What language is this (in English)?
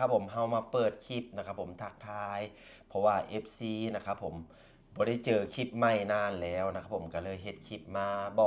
Lao